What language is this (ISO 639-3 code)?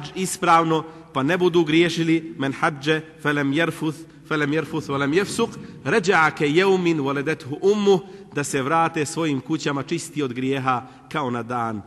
bos